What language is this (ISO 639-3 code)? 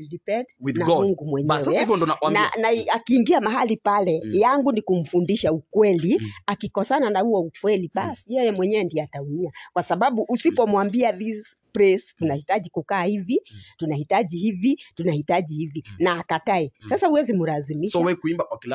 swa